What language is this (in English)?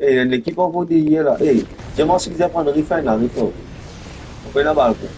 Morisyen